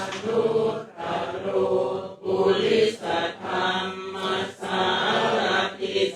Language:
Pali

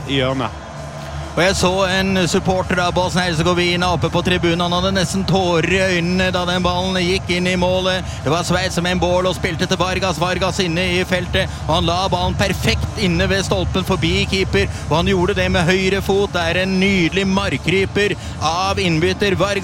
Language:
Norwegian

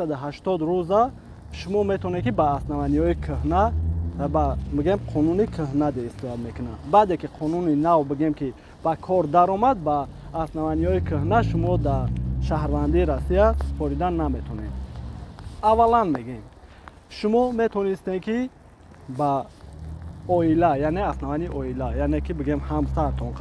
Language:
Tajik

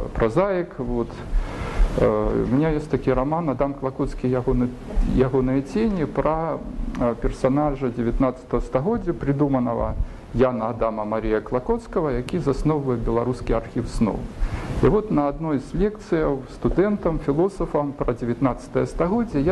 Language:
Belarusian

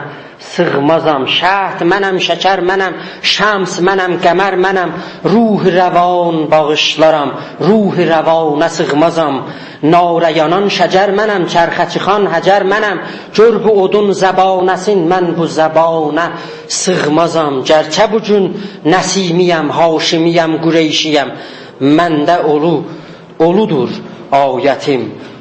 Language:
South Azerbaijani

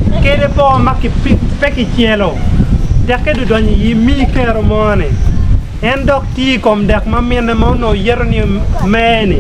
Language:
Acoli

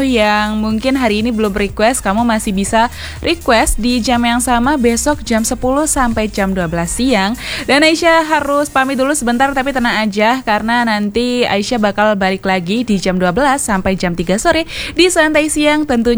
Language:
Indonesian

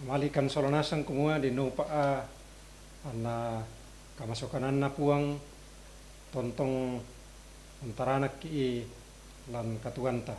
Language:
Toraja-Sa'dan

